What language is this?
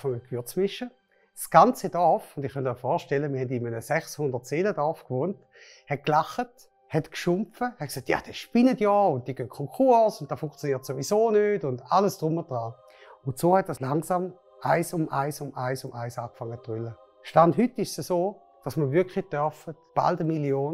Swiss German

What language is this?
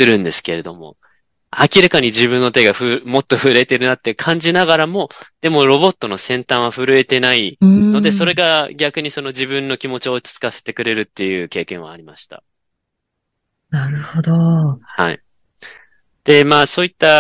Japanese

